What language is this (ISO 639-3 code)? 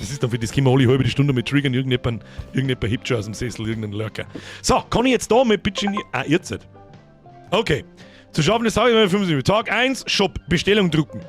bar